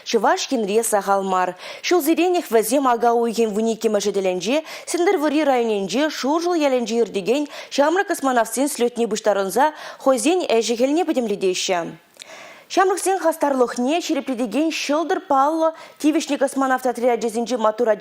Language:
Chuvash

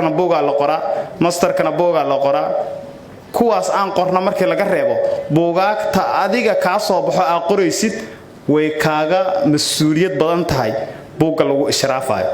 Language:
Somali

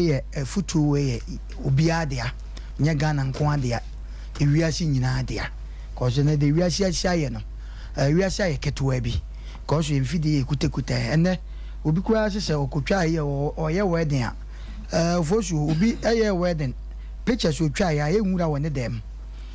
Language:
Akan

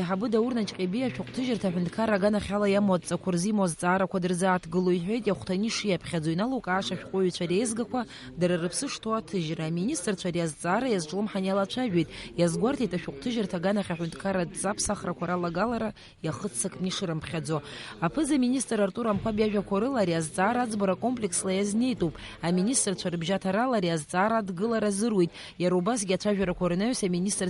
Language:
Abkhazian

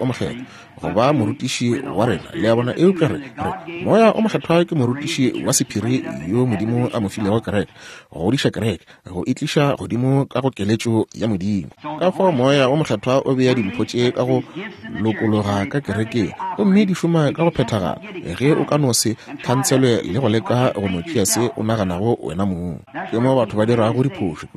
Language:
Northern Sotho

